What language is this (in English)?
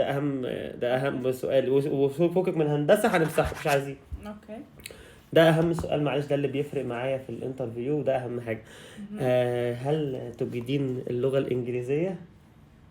Egyptian Arabic